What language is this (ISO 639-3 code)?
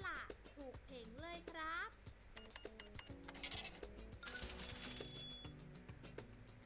tha